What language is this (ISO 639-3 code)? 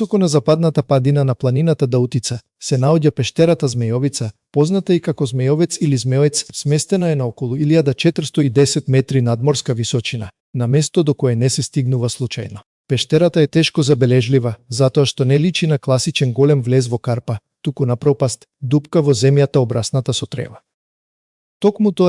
mkd